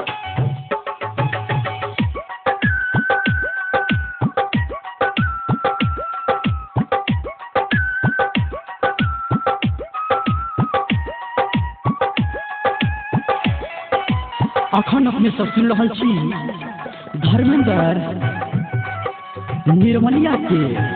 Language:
Maithili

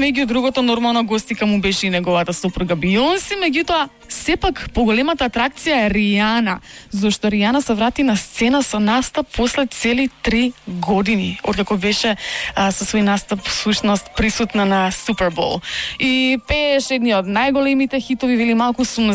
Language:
Macedonian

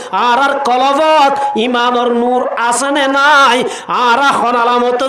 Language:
Rohingya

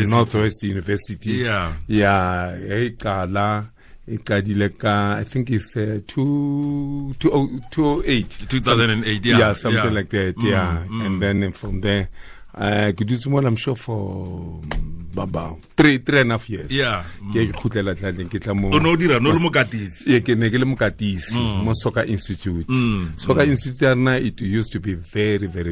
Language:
Tswana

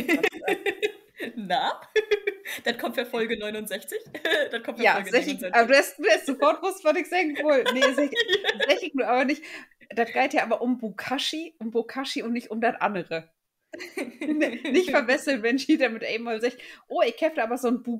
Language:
Low German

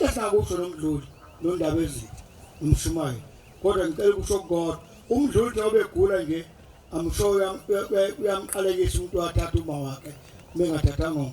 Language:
Zulu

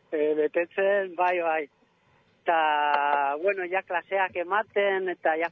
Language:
Basque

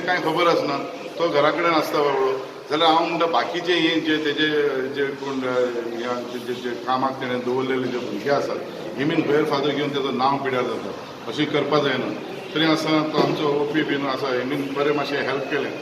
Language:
Konkani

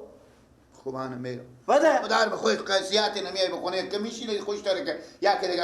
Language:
Persian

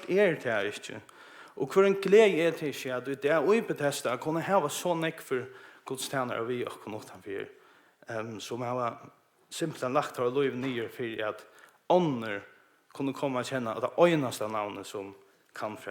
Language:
Faroese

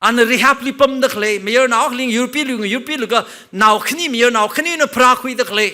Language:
Tangkhul Naga (India)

